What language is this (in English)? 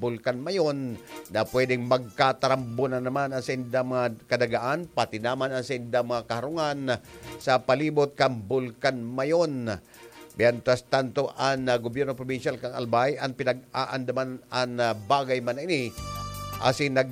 Bikol